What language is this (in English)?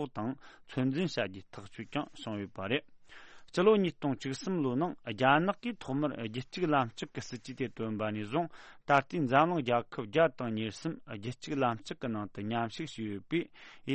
Tibetan